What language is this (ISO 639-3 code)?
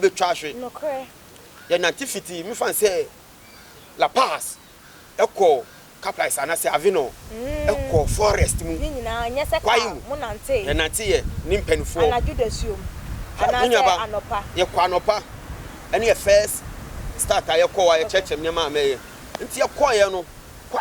aka